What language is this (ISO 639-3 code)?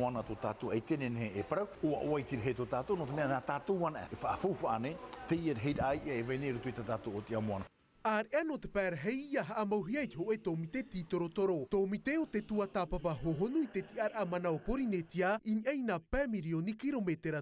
tah